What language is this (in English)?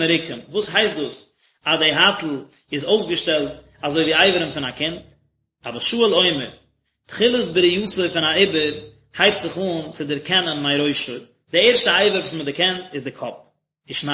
Yiddish